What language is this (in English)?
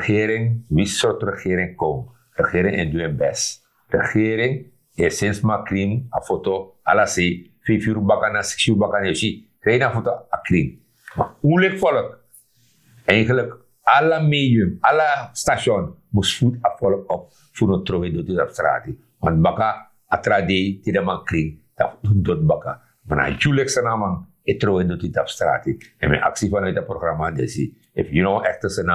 Sranan Tongo